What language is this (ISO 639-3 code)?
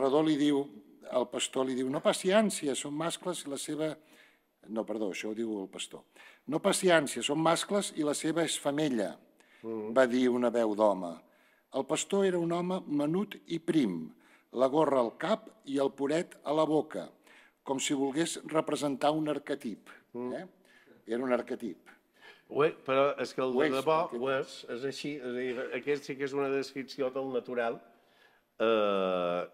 cat